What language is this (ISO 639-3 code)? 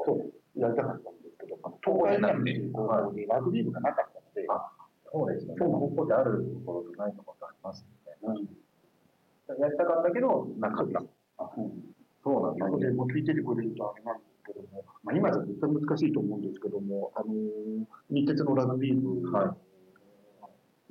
jpn